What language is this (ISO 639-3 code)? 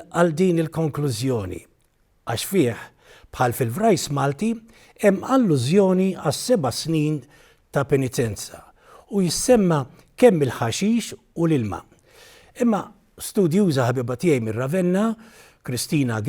mlt